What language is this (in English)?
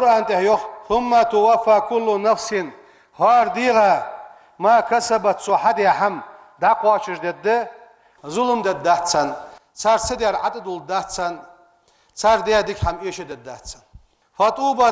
Ingush